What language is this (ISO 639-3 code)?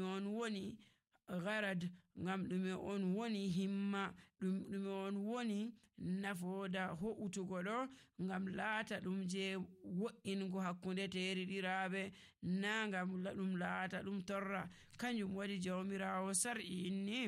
fuv